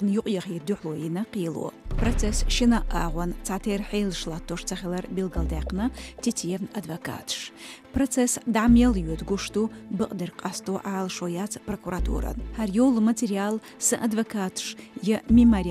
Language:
Chechen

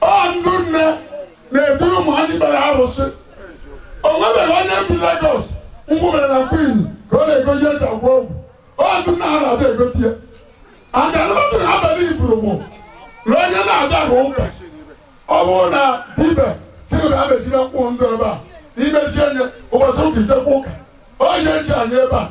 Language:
Igbo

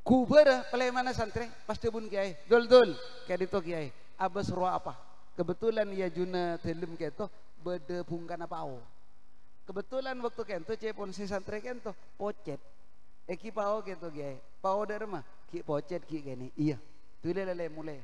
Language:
Madurese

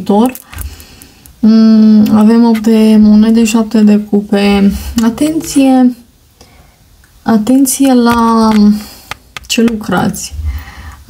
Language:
Romanian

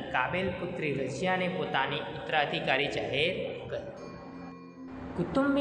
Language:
Gujarati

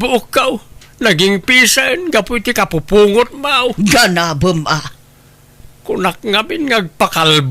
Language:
Iloko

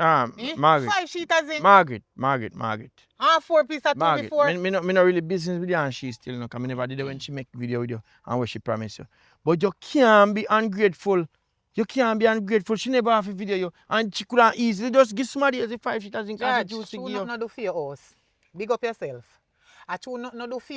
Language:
Jamaican Creole English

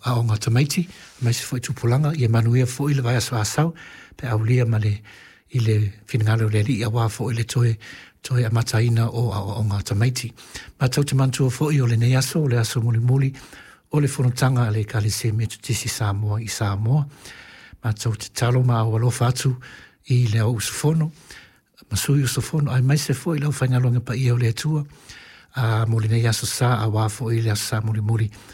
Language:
Samoan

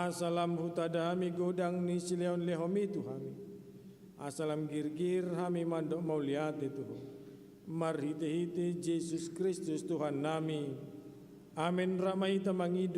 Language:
Batak Toba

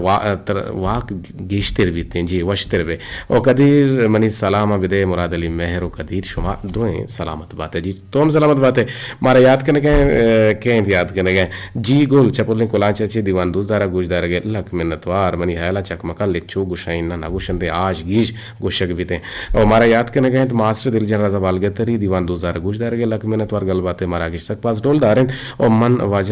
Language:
Eastern Balochi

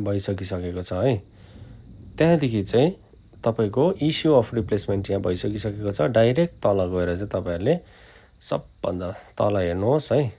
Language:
Nepali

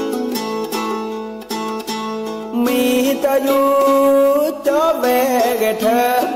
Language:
Thai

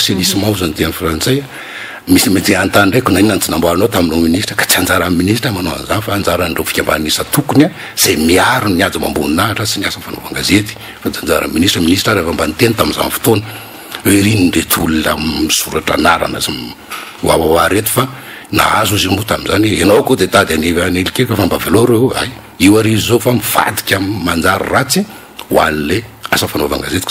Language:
Malagasy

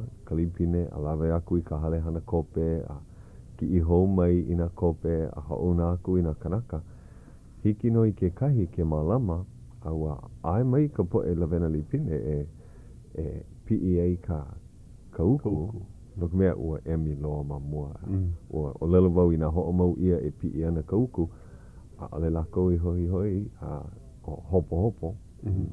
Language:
Hawaiian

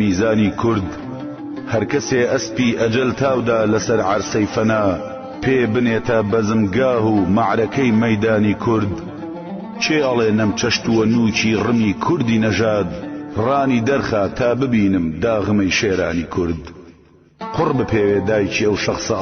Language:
Central Kurdish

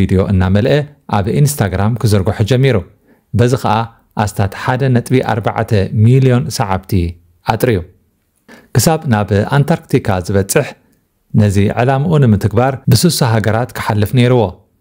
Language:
Tigrinya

